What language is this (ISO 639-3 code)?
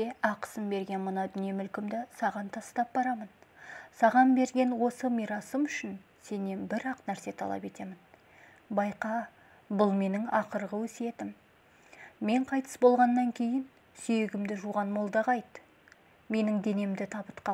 kaz